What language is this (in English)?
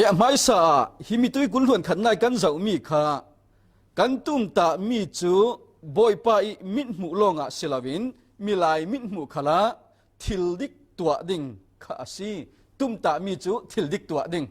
Falam Chin